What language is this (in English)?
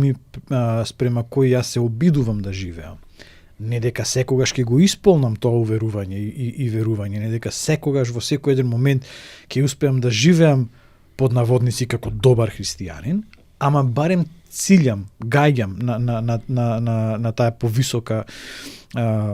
Macedonian